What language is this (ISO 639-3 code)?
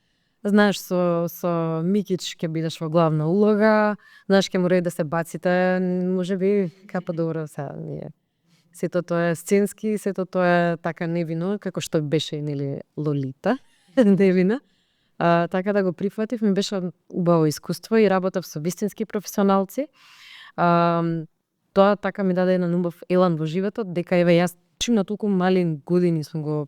mkd